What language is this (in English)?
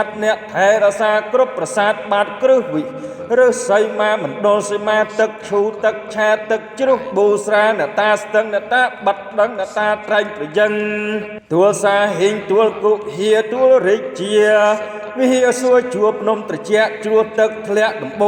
Khmer